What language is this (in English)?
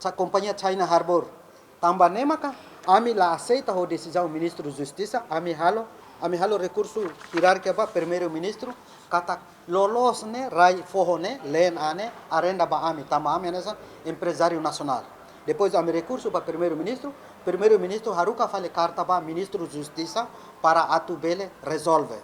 Tetum